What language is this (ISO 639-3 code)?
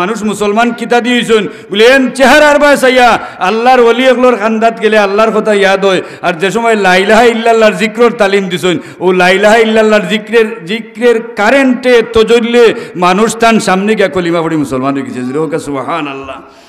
syl